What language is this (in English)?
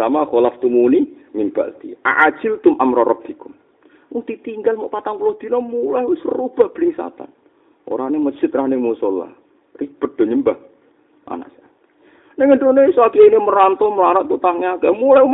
Javanese